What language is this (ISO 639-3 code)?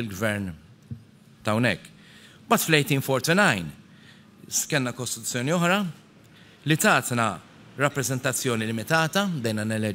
mlt